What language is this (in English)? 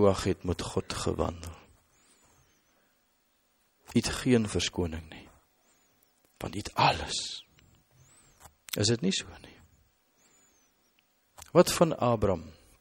Afrikaans